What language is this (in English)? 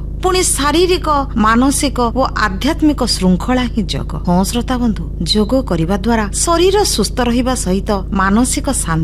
Odia